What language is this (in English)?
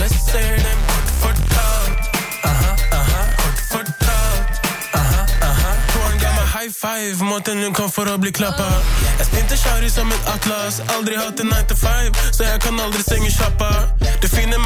Norwegian